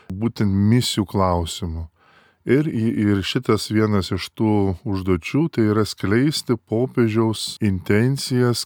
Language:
Lithuanian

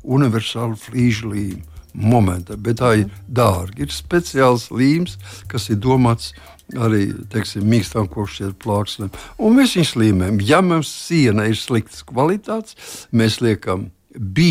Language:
Latvian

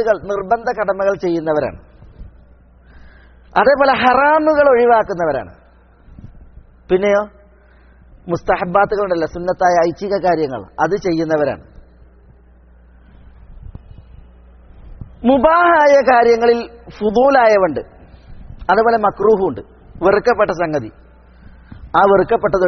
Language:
Malayalam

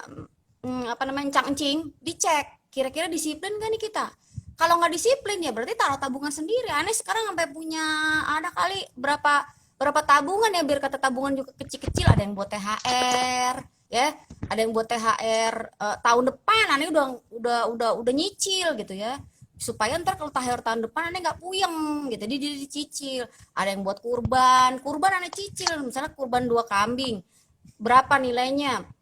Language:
Betawi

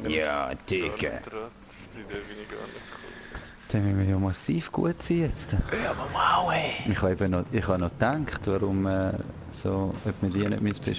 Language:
Swiss German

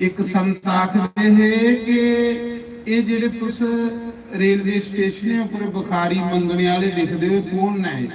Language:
Dogri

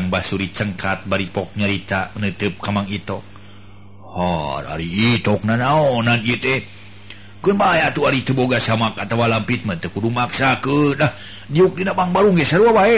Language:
Sundanese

